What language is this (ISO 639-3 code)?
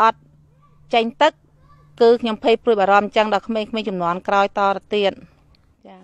khm